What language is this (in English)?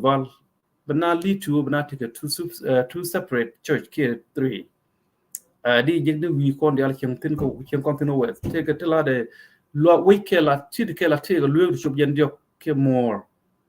Nuer